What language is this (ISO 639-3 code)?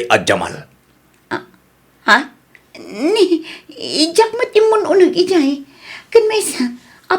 ilo